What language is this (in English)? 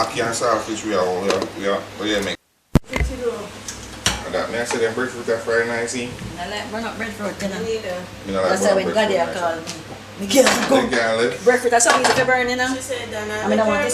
Jamaican Creole English